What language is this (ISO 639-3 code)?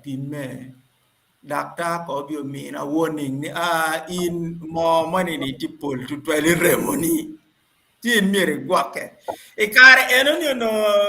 ach